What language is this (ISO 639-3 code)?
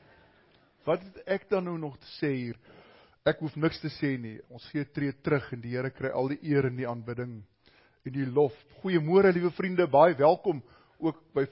afr